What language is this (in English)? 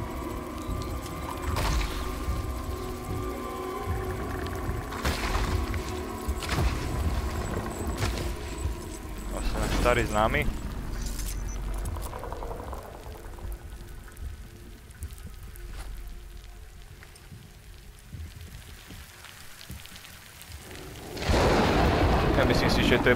Slovak